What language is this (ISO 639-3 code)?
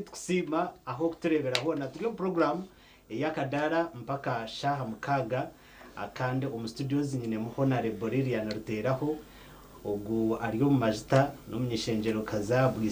nyn